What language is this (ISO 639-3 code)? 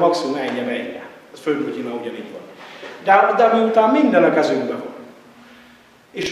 hun